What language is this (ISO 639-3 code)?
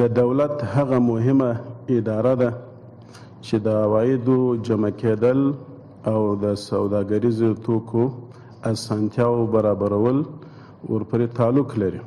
pus